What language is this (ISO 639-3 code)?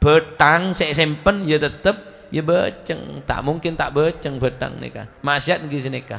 mad